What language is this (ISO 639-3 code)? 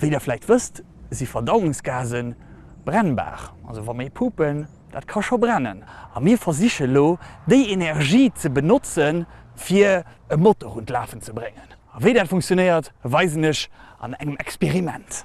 ltz